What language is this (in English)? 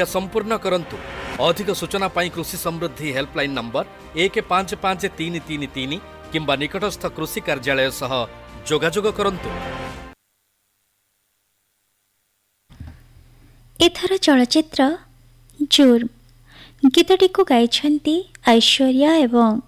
Odia